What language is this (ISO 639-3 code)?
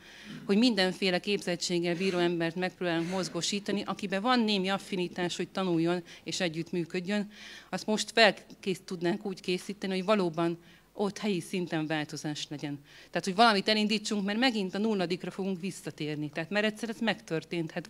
hun